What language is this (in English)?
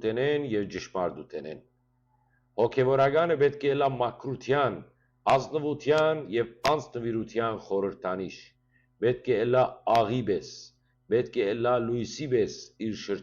Western Armenian